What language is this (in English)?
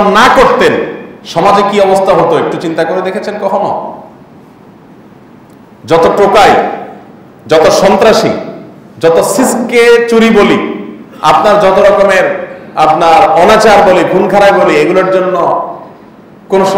Bangla